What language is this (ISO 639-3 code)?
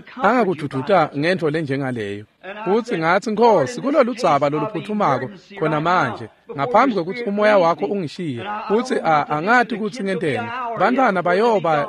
ssw